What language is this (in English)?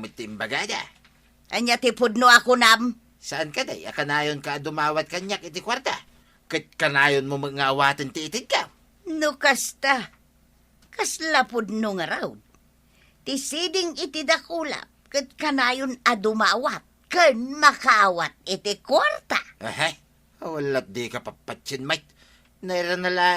Iloko